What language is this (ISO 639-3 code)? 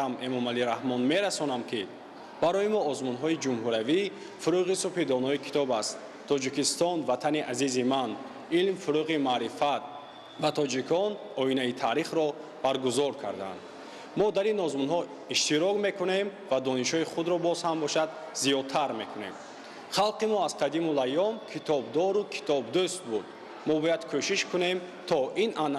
tgk